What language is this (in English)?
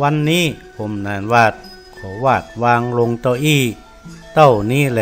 Northern Thai